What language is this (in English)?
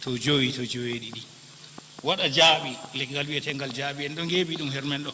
Fula